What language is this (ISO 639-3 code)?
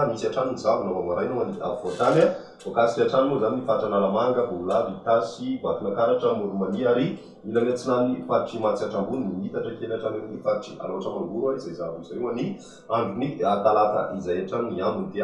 mlg